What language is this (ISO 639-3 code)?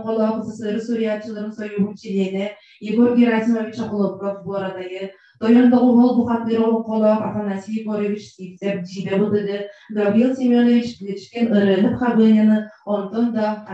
sah